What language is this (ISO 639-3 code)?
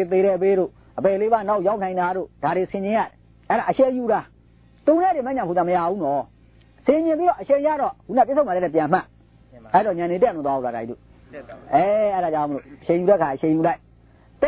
mya